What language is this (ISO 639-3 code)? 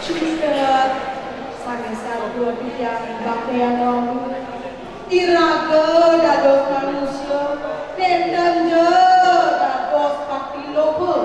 ban